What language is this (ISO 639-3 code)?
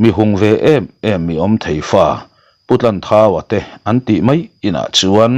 lus